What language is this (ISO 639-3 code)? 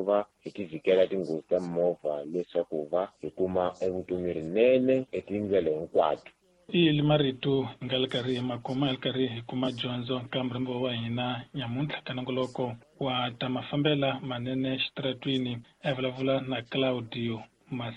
tso